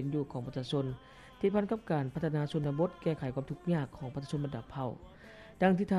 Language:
Lao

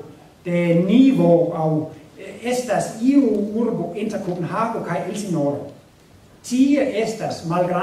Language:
Esperanto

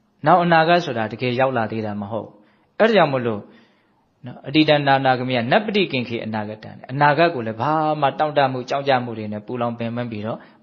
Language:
Burmese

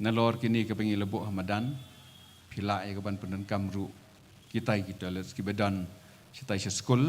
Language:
Khasi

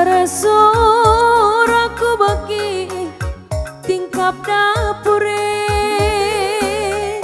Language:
Batak Karo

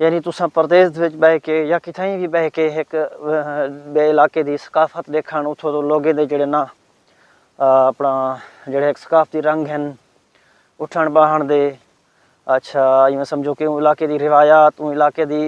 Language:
Saraiki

